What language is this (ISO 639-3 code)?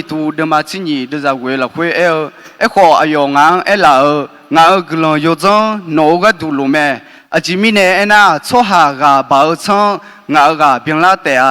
ahk